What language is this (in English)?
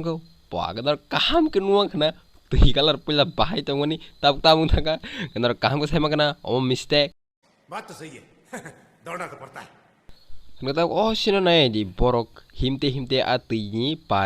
Kok Borok